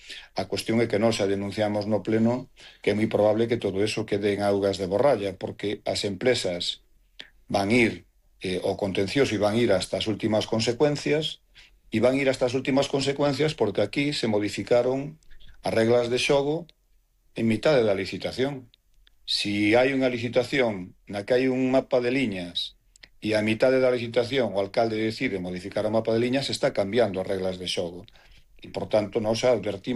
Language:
Galician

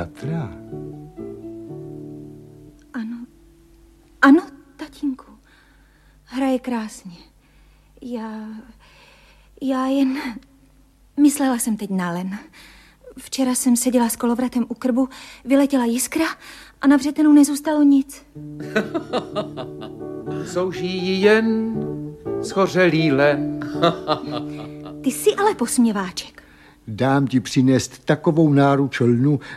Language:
Czech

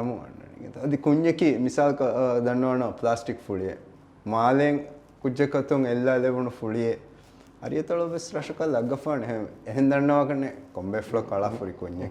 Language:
Divehi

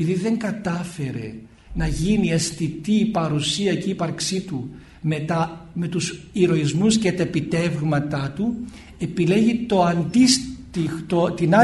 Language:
Greek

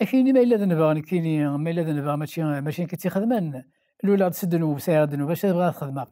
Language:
Kabyle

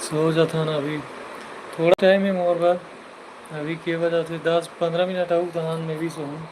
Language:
Chhattisgarhi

